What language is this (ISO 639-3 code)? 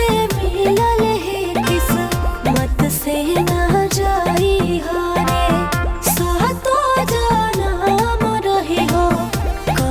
mag